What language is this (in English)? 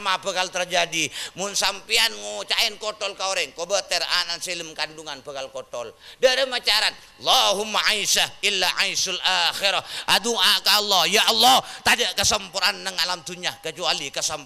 Madurese